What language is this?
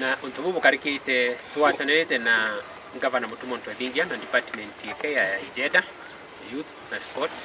Meru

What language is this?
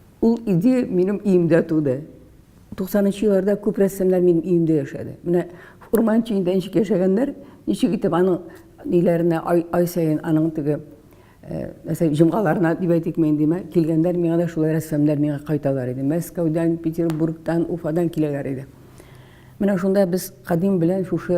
Tatar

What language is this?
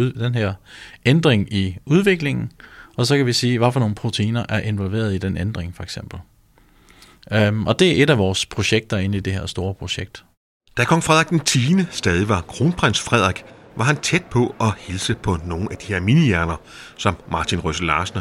Danish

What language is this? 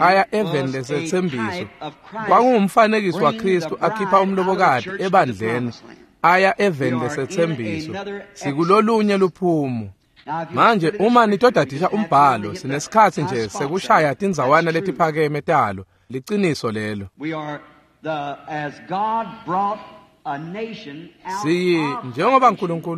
Swati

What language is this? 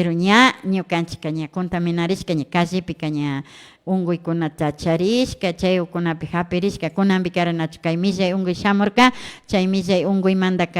Imbabura Highland Quichua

